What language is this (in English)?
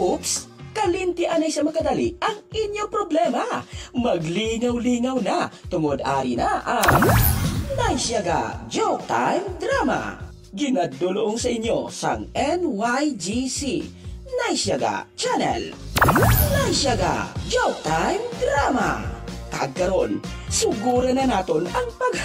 Hiligaynon